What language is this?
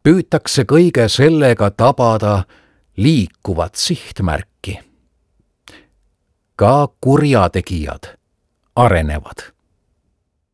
Estonian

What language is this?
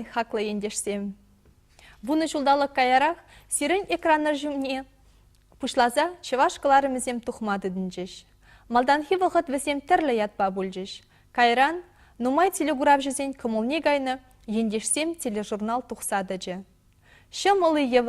Chuvash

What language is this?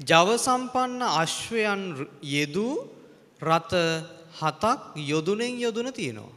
Sinhala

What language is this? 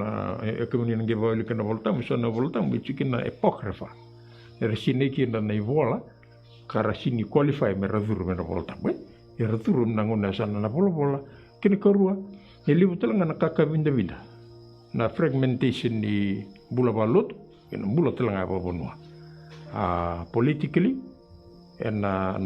Fijian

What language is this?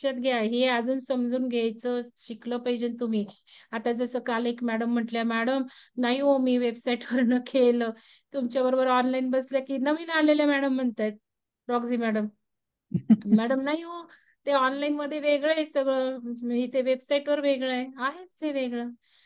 Marathi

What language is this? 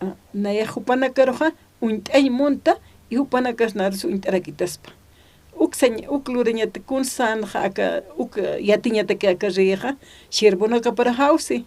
Aymara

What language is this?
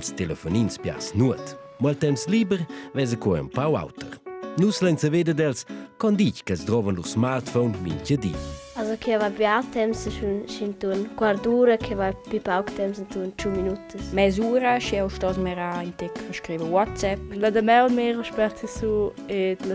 Romansh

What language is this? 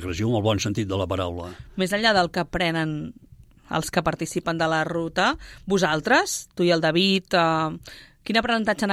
Catalan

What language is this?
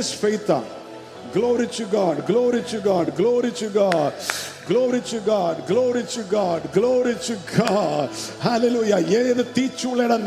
Malayalam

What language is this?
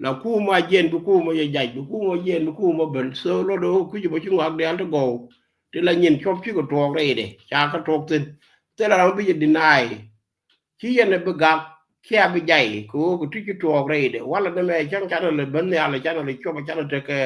Nuer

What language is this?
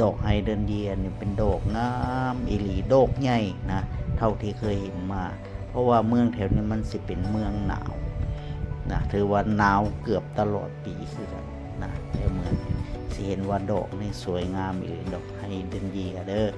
Lao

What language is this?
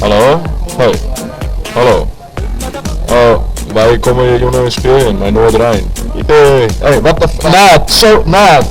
Western Frisian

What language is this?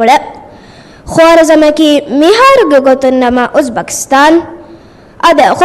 Divehi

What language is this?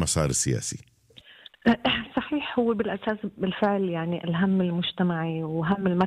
North Levantine Arabic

